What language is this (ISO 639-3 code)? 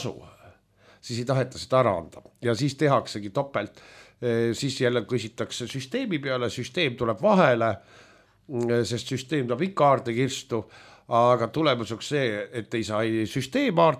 est